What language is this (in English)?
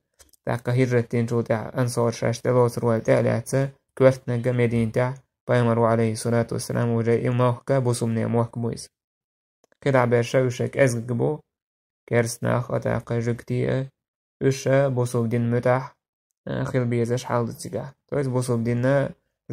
Chechen